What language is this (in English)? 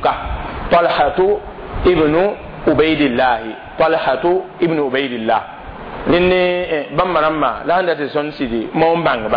Mossi